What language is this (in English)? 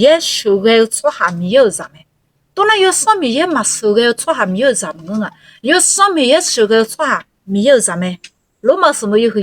Akha